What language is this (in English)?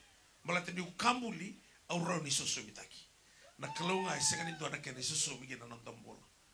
Fijian